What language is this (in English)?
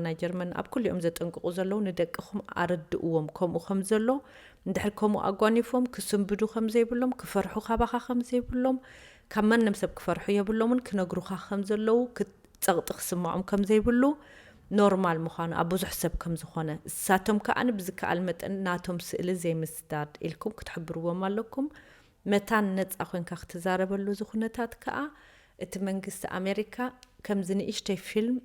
Tigrinya